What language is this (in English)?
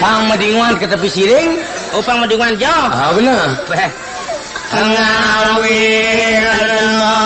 Balinese